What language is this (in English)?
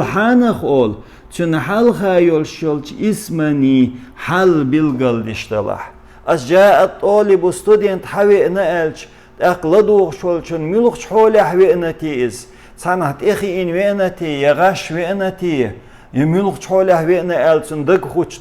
Chechen